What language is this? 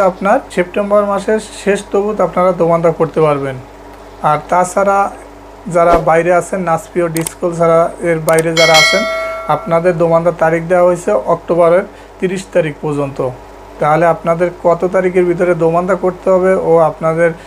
Bangla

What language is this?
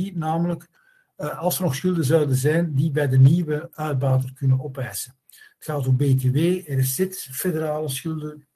Dutch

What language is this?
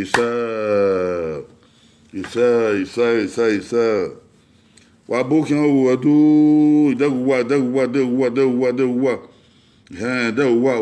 Bini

